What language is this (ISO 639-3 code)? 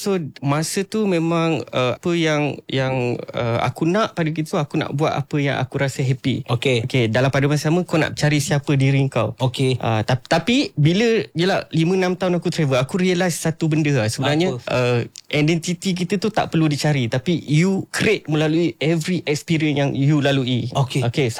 msa